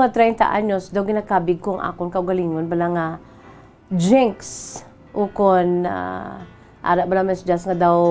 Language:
Hiligaynon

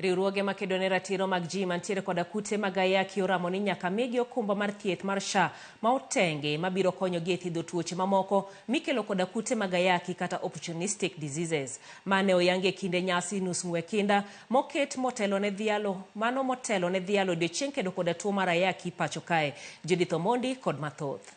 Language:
Luo (Kenya and Tanzania)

